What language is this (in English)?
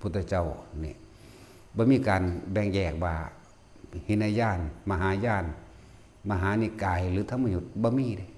Northeastern Thai